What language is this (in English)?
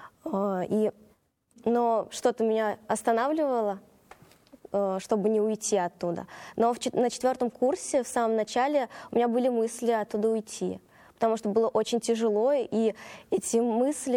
Russian